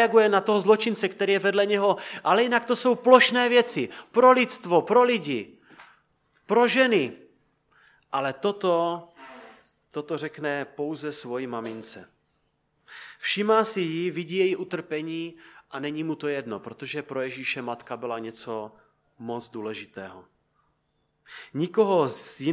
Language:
Czech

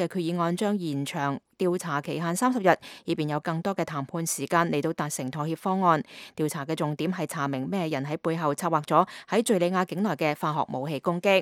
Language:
Cantonese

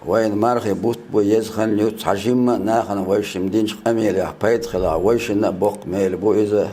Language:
Chechen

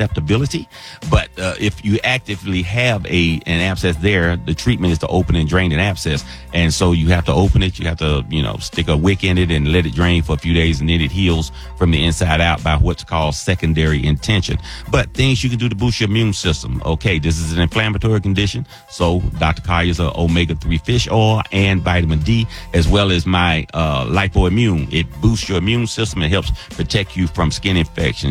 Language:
English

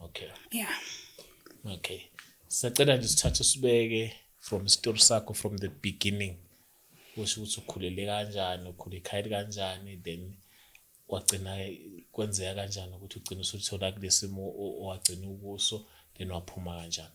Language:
Zulu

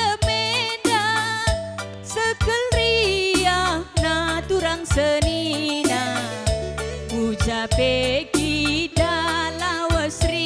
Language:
Batak Karo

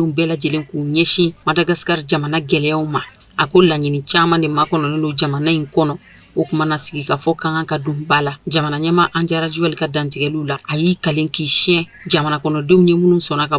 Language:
Bambara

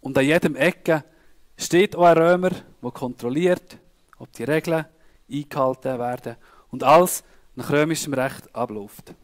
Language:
Swiss German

